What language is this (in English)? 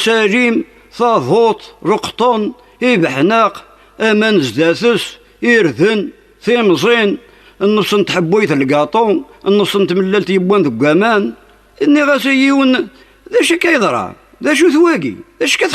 Kabyle